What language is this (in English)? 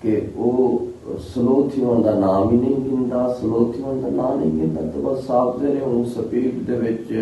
Saraiki